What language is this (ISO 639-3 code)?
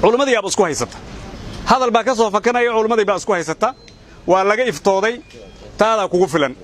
som